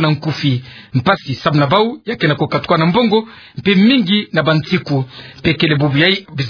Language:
Kituba (Democratic Republic of Congo)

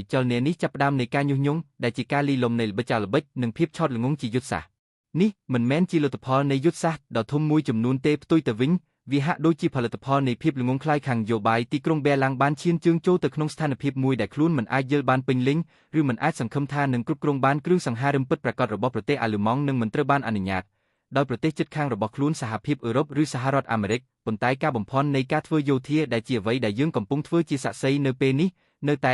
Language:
Khmer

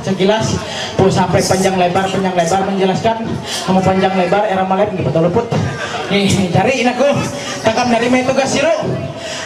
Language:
Ma'anyan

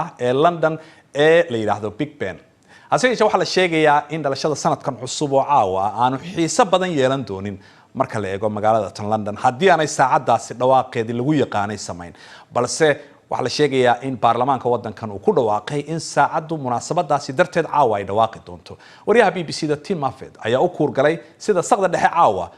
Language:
Somali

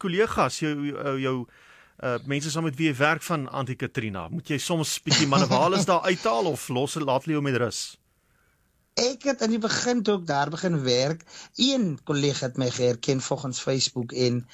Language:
Afrikaans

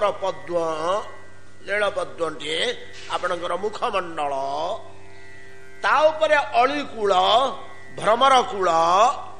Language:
Odia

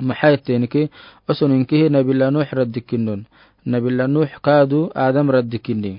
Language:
Afar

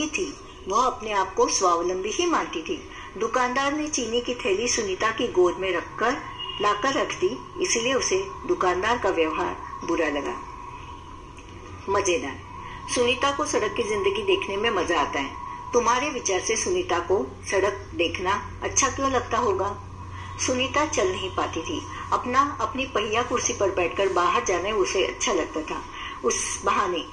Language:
Hindi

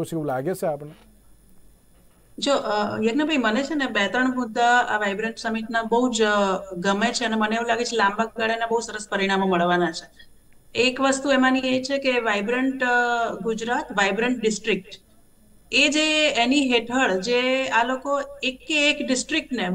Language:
Gujarati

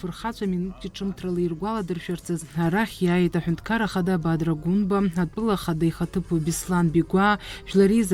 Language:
Abkhazian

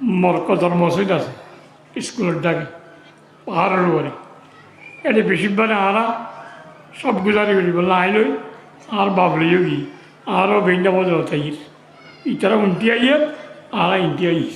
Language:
Rohingya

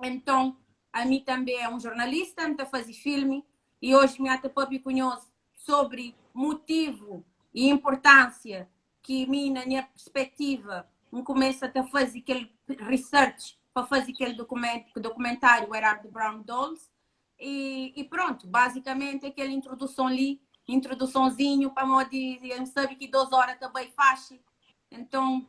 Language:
Kabuverdianu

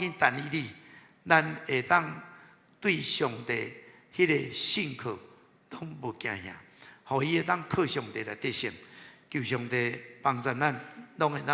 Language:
Min Nan Chinese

